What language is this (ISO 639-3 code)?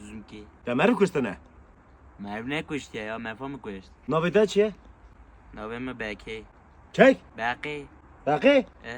kur